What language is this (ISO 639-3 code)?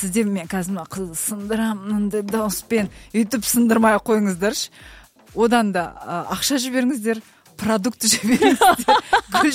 kaz